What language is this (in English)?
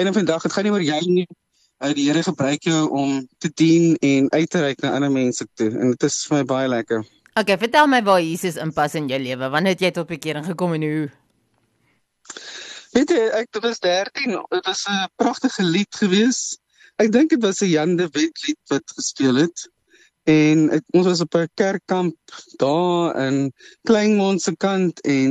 Afrikaans